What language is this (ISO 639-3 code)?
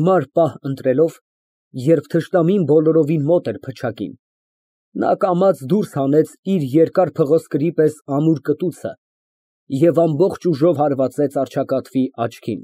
hye